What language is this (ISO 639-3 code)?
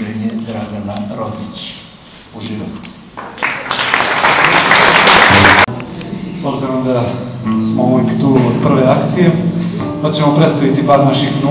srp